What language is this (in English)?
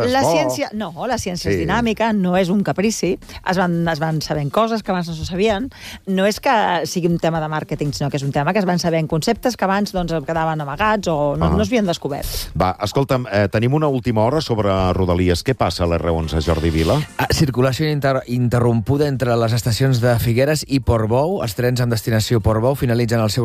Catalan